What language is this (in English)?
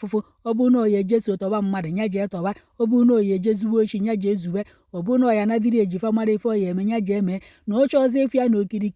Igbo